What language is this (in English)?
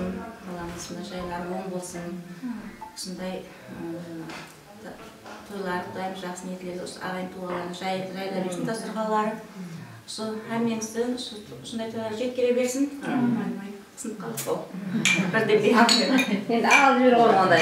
Kazakh